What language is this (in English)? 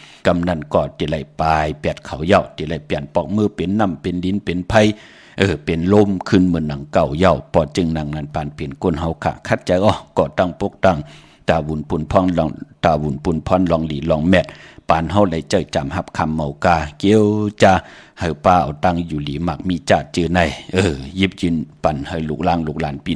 Shan